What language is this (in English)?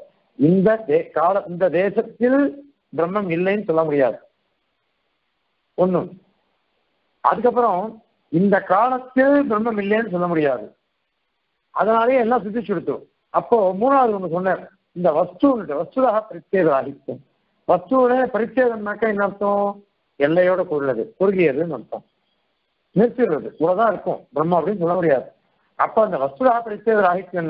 Tamil